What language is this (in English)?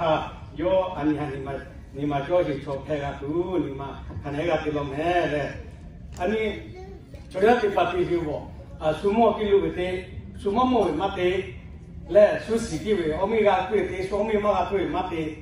Lahu